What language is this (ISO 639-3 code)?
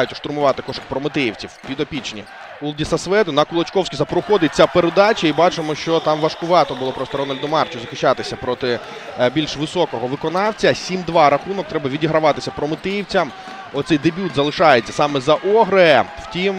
ukr